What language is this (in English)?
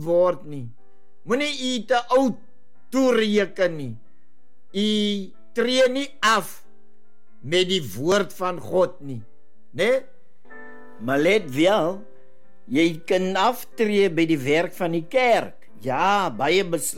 Afrikaans